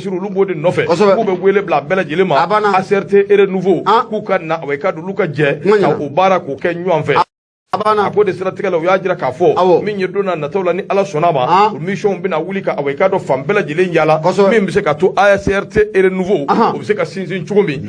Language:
Bambara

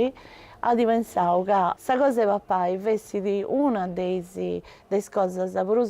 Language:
Sardinian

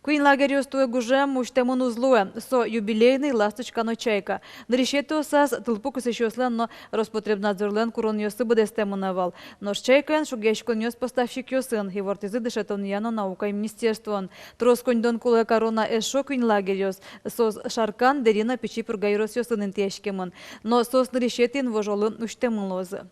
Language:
Udmurt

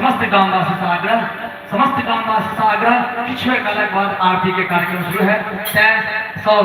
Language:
Maithili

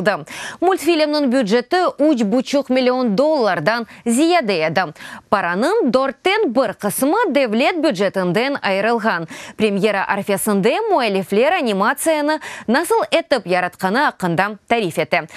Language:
Crimean Tatar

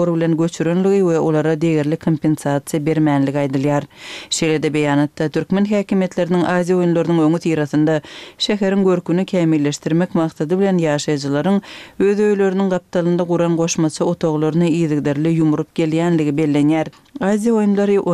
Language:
Turkmen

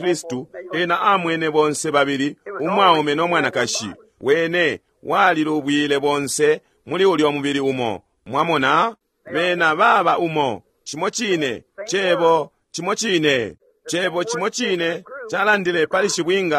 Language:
Bemba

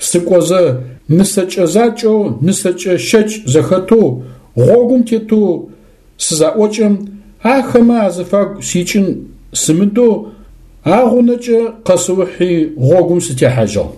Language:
Adyghe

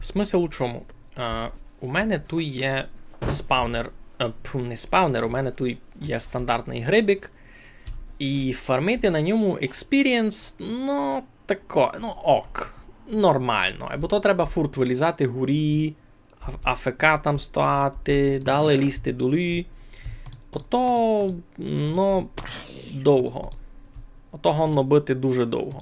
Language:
Rusyn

